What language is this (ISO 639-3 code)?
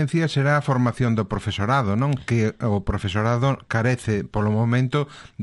glg